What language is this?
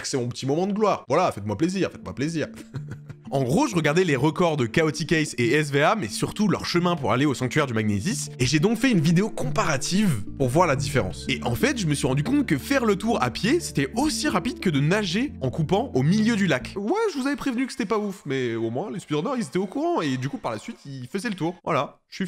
French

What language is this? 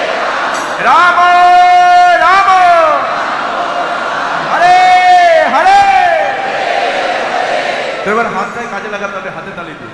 Bangla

